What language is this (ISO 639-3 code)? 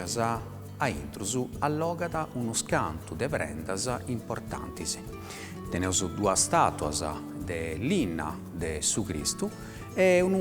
srd